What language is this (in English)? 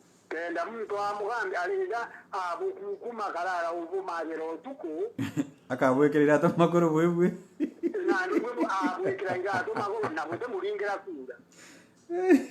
Meru